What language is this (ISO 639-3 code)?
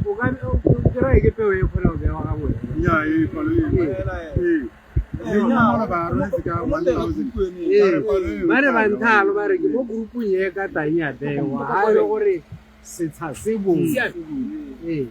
tsn